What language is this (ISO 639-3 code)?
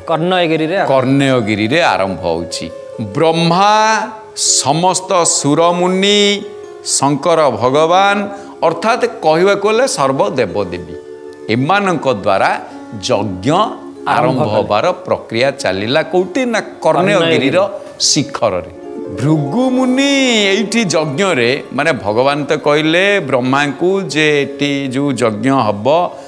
ori